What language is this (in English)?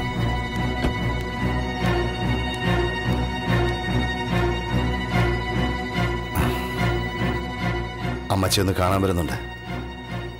Malayalam